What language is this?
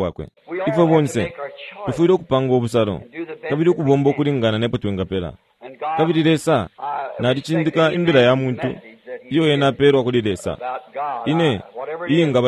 Bemba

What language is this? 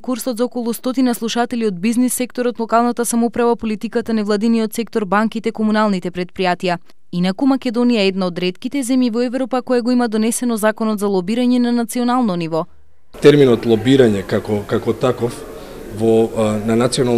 Macedonian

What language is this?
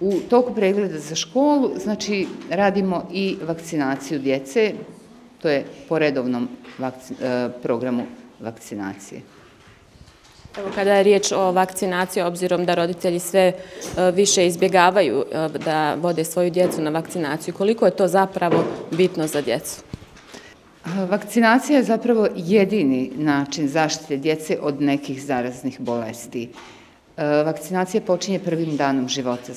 Bosnian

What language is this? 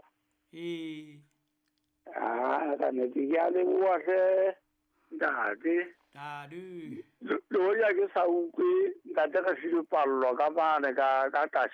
Southern Sotho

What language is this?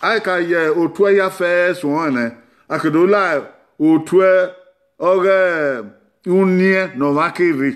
Bini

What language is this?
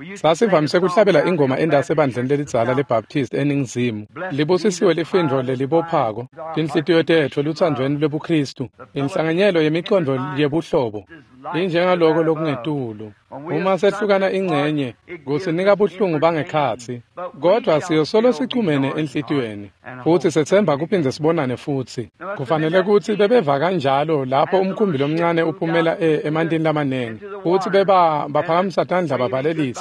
Swati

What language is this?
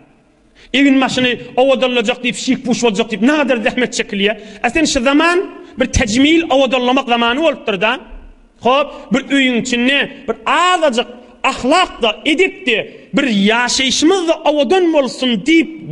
Turkmen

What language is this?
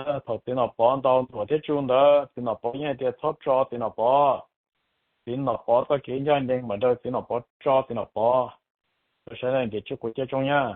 Hmong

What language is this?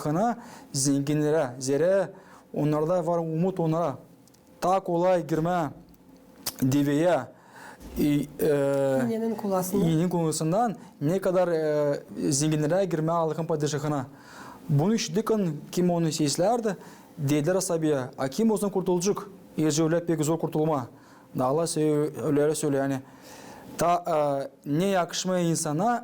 Gagauz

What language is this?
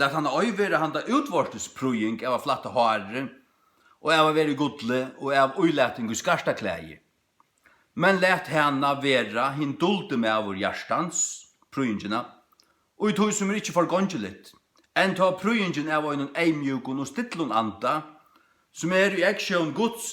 Faroese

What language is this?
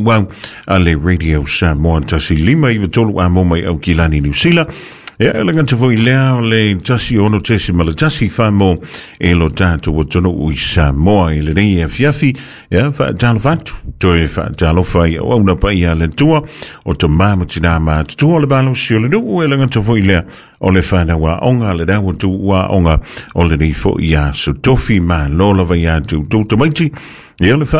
Samoan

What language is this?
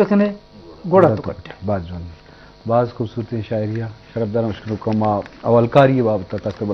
Eastern Balochi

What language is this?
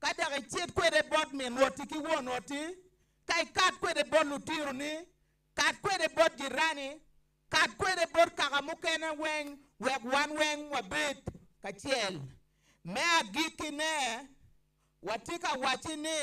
Acoli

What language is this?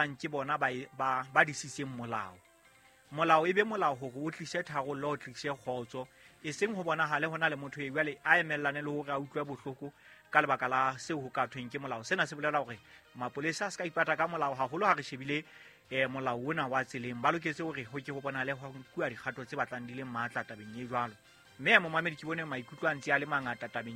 Southern Sotho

